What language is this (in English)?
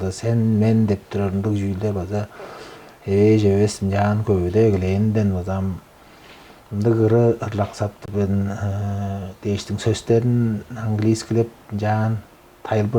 Tuvinian